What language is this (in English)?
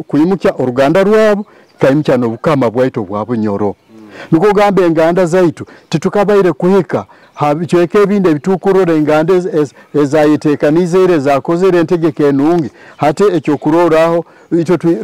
Nyoro